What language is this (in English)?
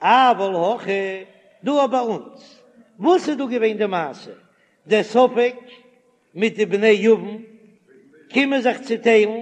Yiddish